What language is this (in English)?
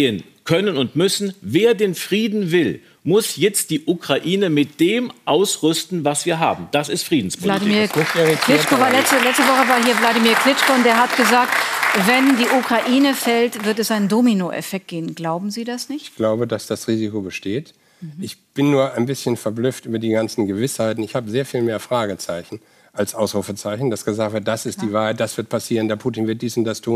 German